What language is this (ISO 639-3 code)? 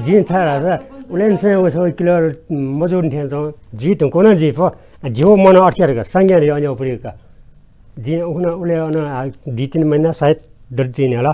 new